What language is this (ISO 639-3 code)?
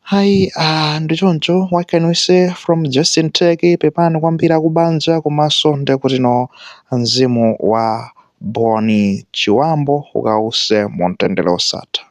nya